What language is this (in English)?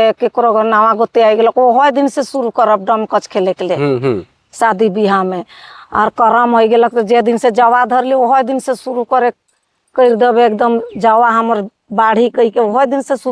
Sadri